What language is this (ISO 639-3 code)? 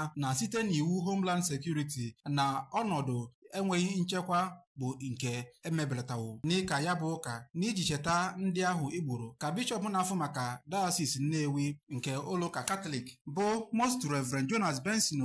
ibo